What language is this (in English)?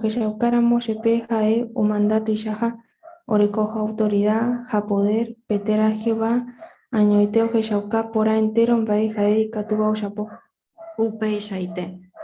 Guarani